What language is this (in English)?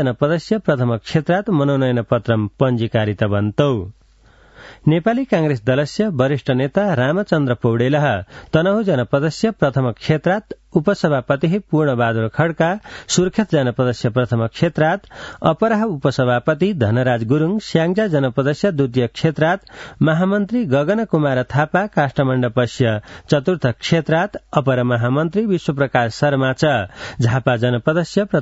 Sanskrit